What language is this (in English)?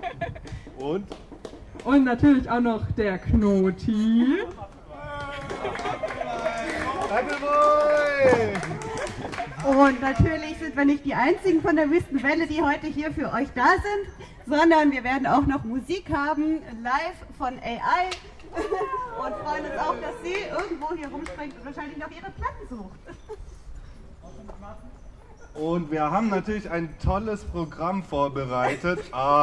German